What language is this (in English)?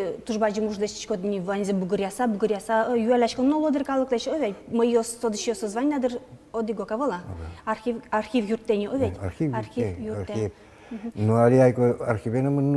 Udmurt